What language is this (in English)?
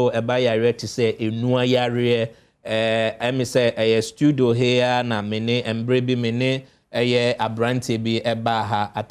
Akan